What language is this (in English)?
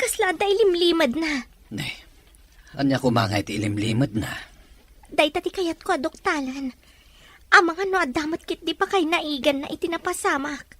Iloko